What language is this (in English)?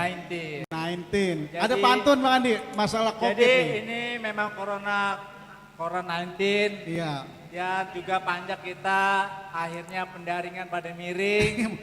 Betawi